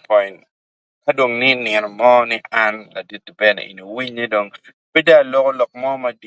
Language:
Acoli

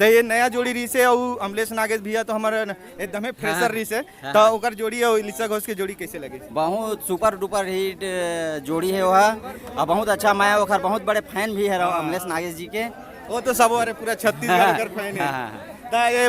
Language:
Chhattisgarhi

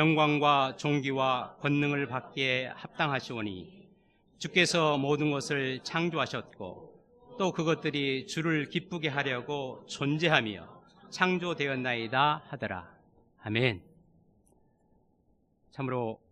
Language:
Korean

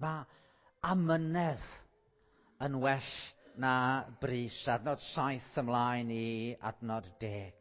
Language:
Welsh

